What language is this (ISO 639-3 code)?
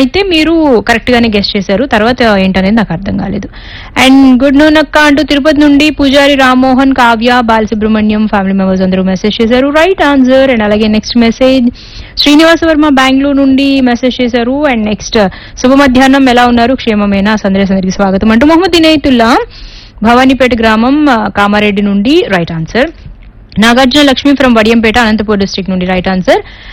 tel